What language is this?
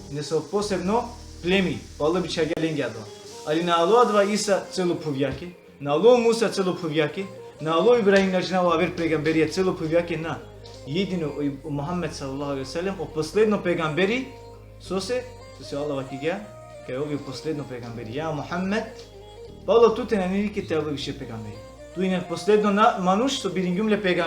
Balkan Romani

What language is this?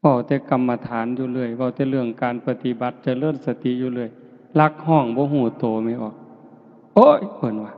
Northeastern Thai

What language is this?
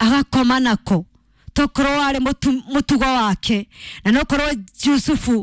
Kikuyu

